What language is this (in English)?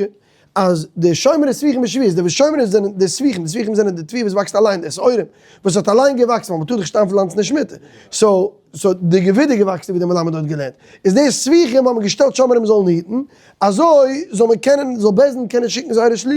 Yiddish